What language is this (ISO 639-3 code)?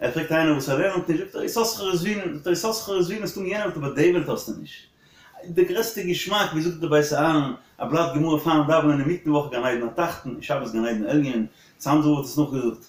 yid